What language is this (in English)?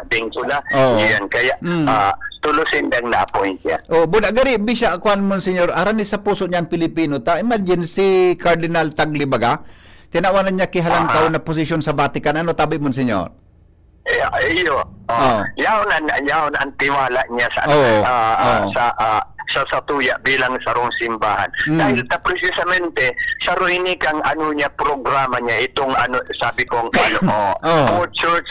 Bikol